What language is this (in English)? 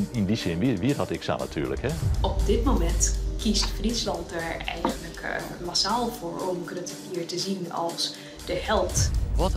Western Frisian